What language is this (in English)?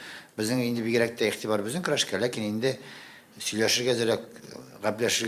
Tatar